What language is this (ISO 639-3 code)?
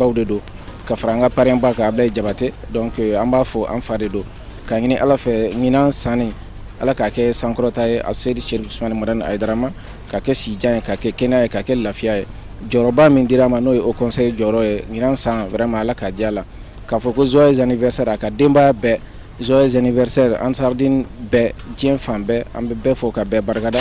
bam